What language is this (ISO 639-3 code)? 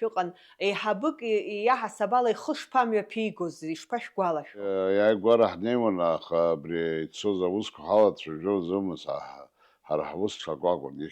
abk